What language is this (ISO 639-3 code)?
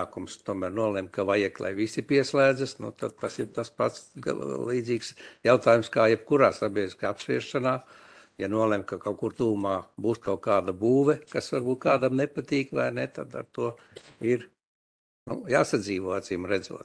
lav